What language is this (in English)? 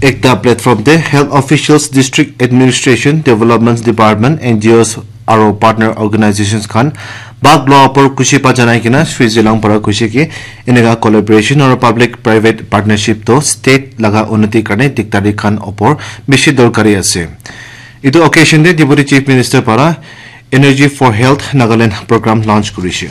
Naga Pidgin